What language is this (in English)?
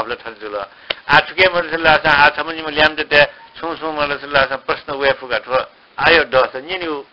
Newari